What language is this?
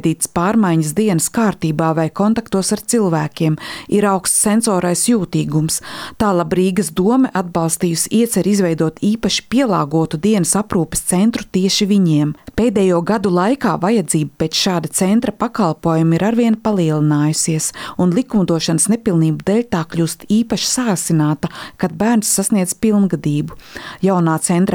Latvian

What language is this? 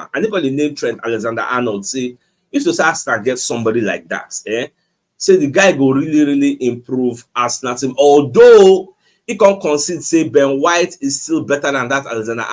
Nigerian Pidgin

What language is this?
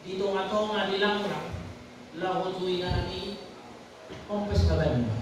Batak Toba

